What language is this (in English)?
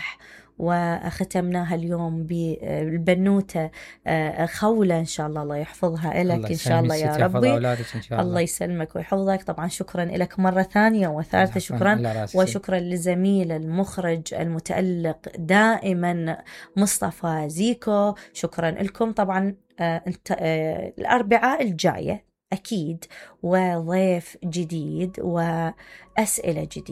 Mesopotamian Arabic